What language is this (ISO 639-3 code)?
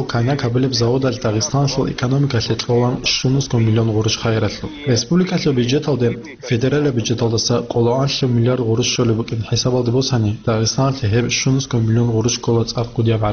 ava